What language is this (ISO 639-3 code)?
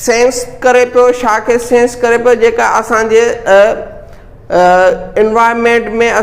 snd